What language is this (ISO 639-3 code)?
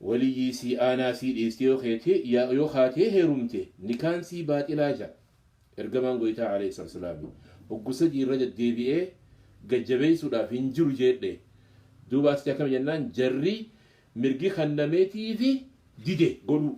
orm